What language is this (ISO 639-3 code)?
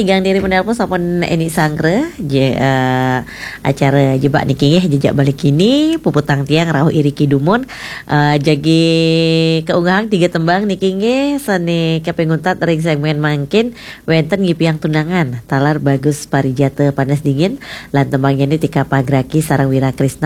ban